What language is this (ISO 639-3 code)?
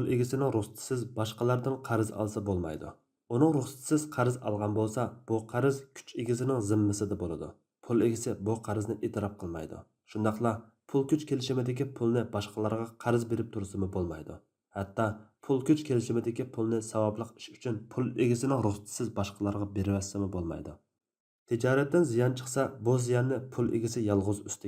uig